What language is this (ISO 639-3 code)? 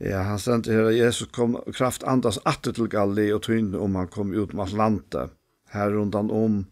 fao